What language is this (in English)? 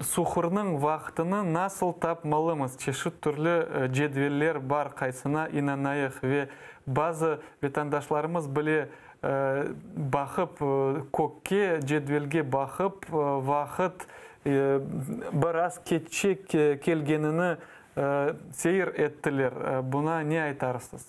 Crimean Tatar